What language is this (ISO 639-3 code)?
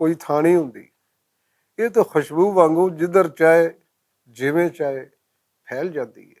lah